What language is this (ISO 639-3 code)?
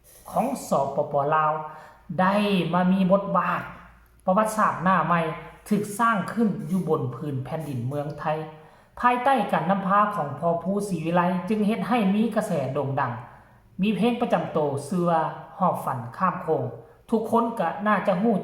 tts